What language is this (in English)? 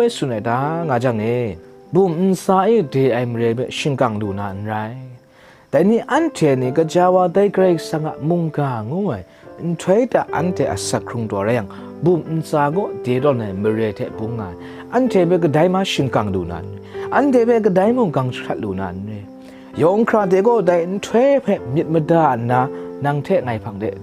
Kachin